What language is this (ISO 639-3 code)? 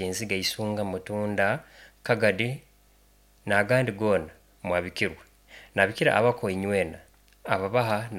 nyo